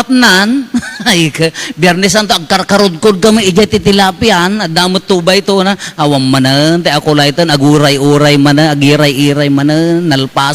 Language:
Iloko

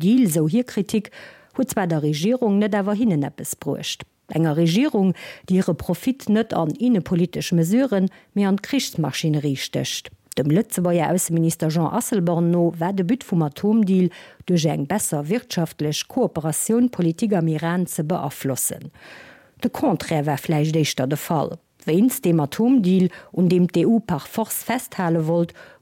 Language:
Luxembourgish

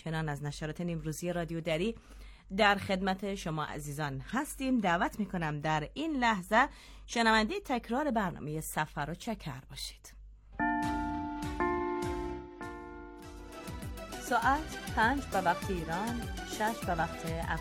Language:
Persian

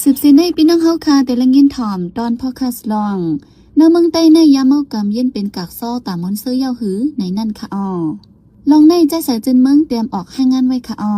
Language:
Shan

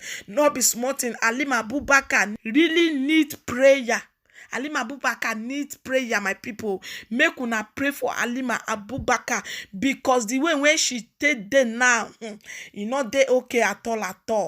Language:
Nigerian Pidgin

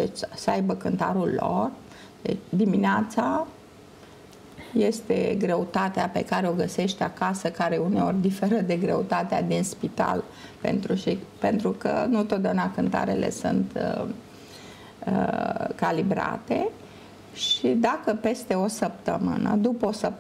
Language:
Romanian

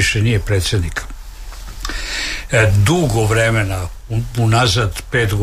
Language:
Serbian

